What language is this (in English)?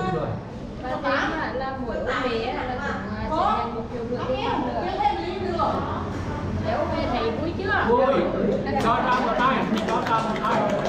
Vietnamese